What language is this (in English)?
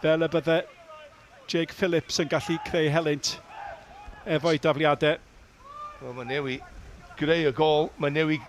Welsh